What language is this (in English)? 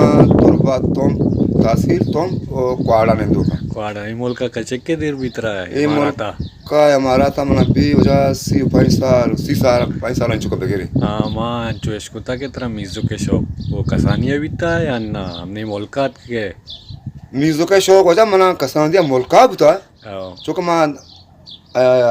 Eastern Balochi